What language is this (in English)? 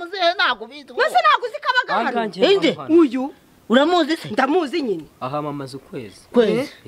Kinyarwanda